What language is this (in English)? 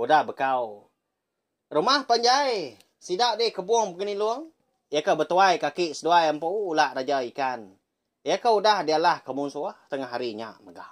Iban